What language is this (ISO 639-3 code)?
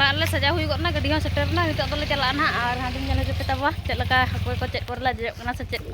sat